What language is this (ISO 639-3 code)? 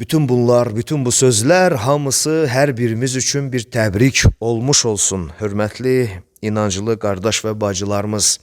aze